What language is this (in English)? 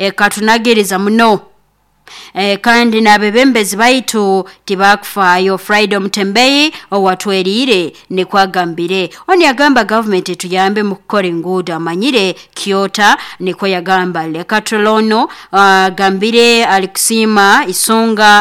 Nyoro